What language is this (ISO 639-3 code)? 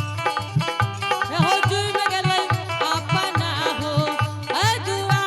anp